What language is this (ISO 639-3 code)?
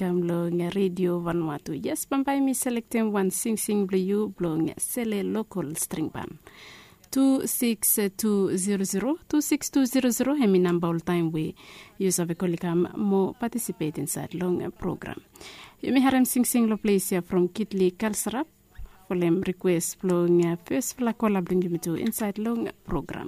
bis